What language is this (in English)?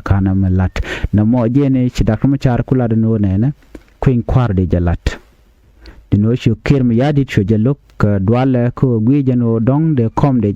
Nuer